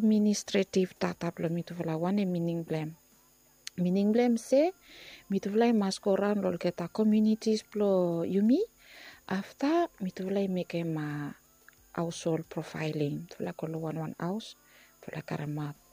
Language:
Bislama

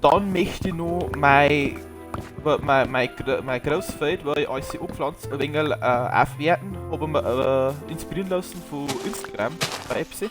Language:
Bavarian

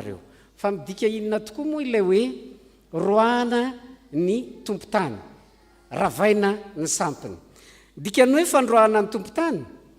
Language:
Malagasy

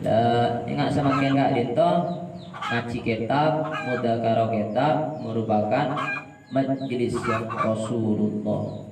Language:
Madurese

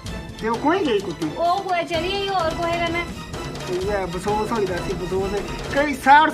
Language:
Dogri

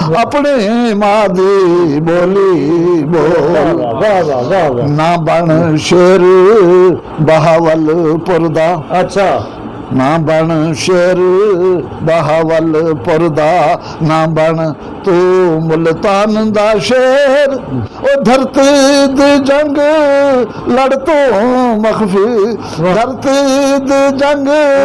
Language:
Saraiki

